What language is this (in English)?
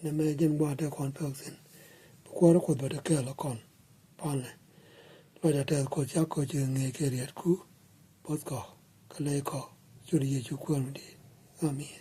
Nuer